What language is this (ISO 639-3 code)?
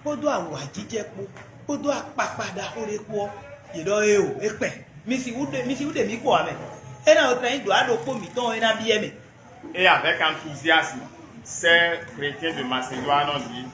fon